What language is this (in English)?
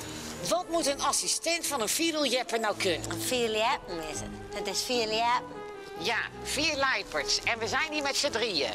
Western Frisian